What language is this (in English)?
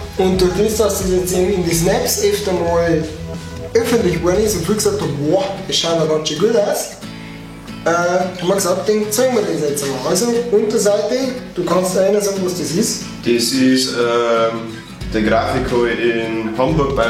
Bavarian